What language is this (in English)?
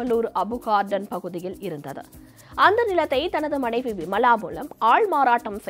Tamil